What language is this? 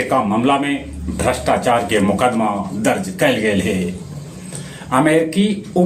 Magahi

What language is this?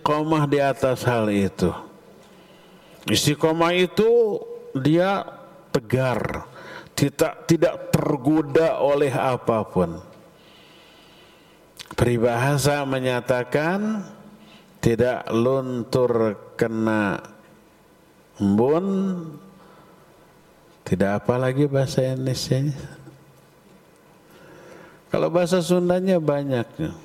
Indonesian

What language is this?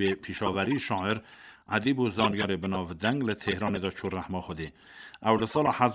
Kurdish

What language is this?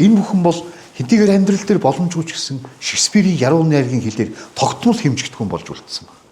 Mongolian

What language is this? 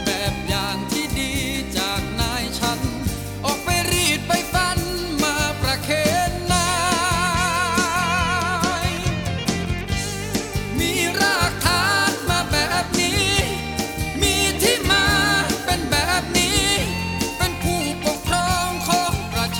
Thai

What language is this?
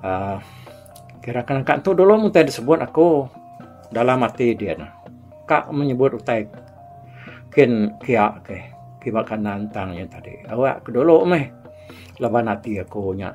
Iban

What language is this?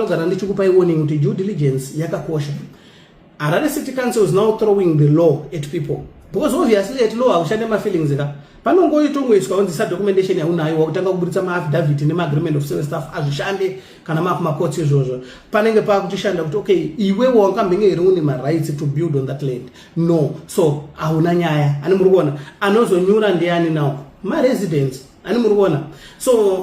Shona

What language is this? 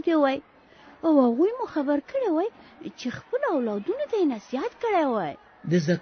Pashto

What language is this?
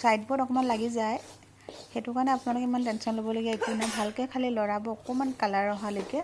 Assamese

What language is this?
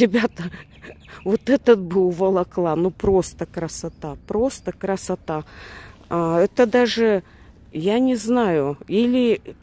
Russian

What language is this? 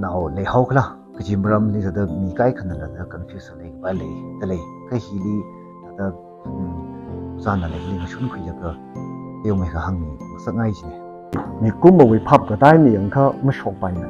Tangkhul Naga (India)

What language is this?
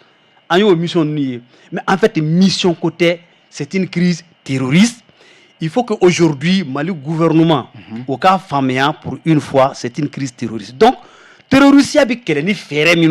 Bambara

